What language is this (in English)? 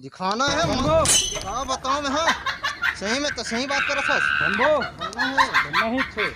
Chhattisgarhi